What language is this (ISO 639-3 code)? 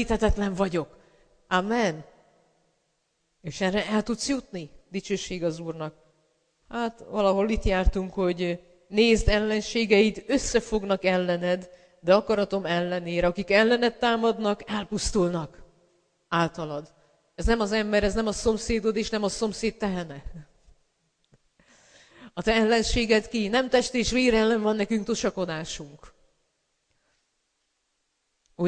hun